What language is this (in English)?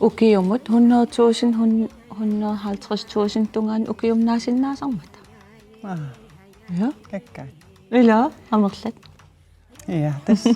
Kalaallisut